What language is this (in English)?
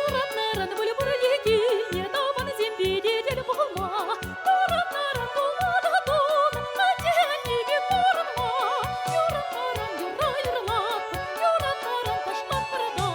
Chuvash